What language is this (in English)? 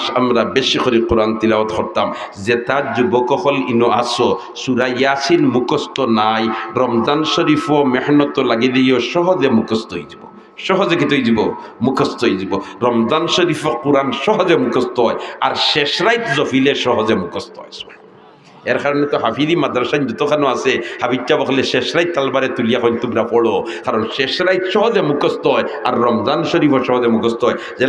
Sylheti